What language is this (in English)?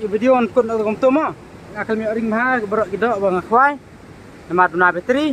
Khasi